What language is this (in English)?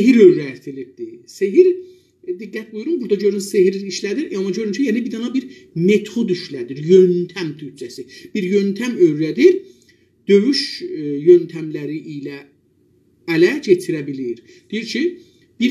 South Azerbaijani